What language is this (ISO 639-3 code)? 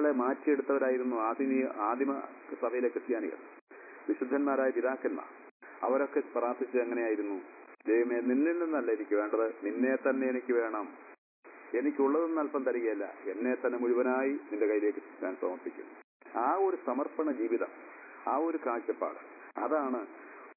mal